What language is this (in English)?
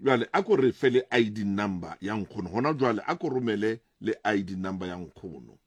Southern Sotho